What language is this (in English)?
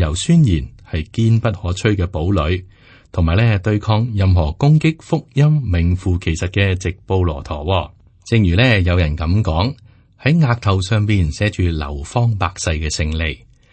Cantonese